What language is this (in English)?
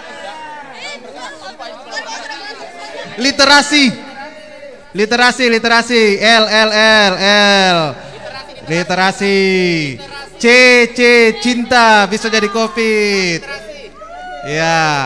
Indonesian